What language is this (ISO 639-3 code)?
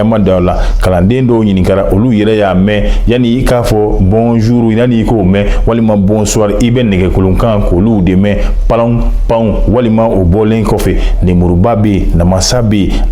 bam